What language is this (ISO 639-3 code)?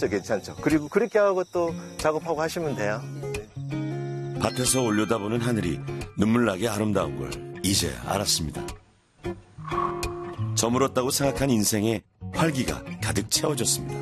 kor